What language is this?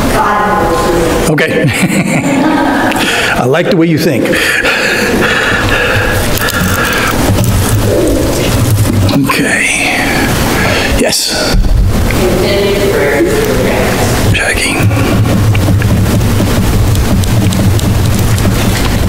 English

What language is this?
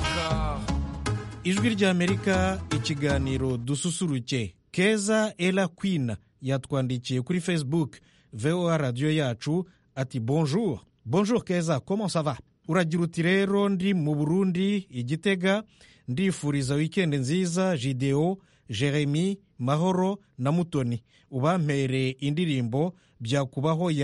Kinyarwanda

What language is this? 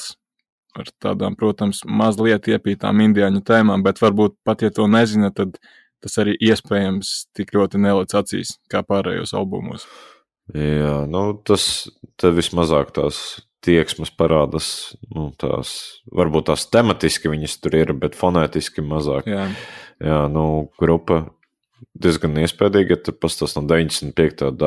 Latvian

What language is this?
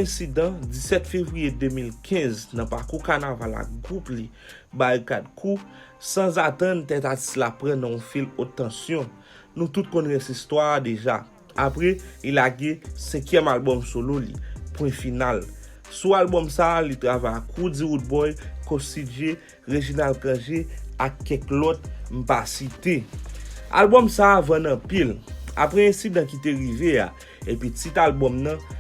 Haitian Creole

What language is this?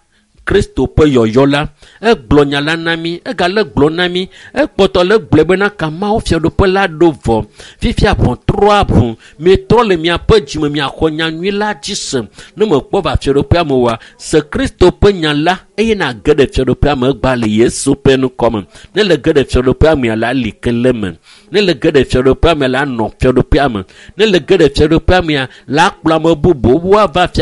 Ewe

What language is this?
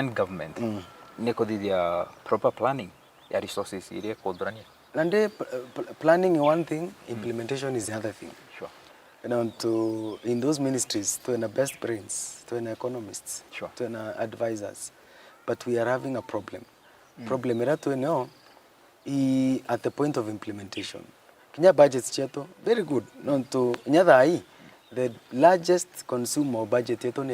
Meru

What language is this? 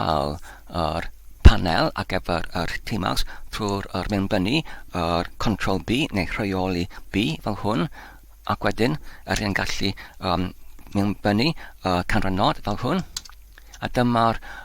Welsh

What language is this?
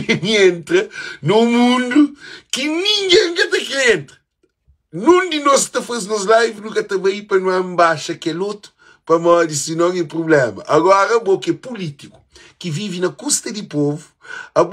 Kabuverdianu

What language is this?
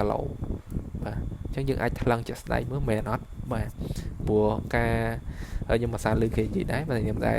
Khmer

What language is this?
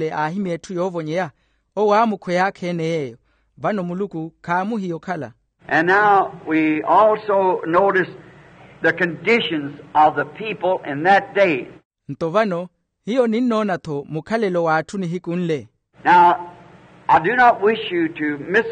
Makhuwa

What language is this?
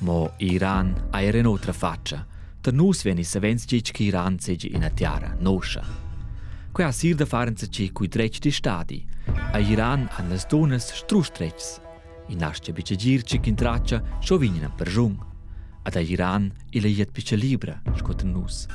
Romansh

